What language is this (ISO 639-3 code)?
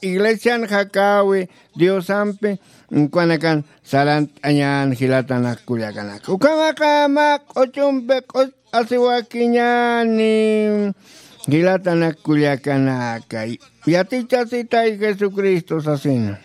aym